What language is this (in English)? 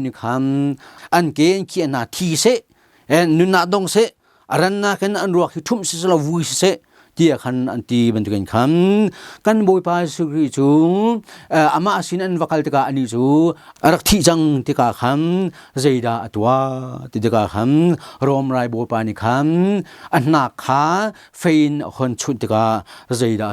Hakha Chin